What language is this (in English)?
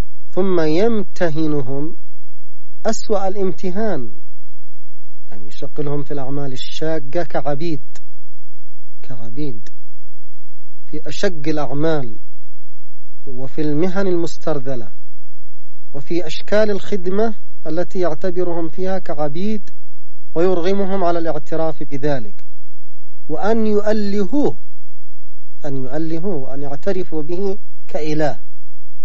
Arabic